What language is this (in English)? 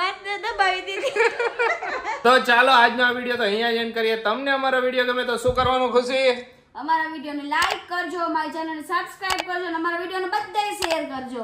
Gujarati